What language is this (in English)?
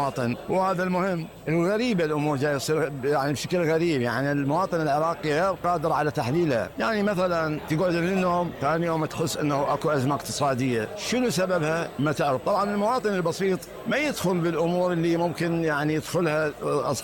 Mesopotamian Arabic